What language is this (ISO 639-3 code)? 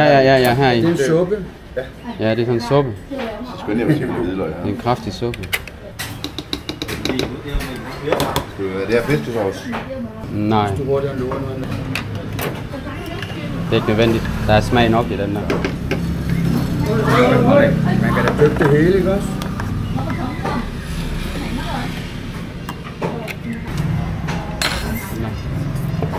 dan